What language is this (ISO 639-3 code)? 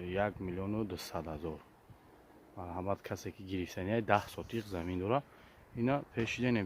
tgk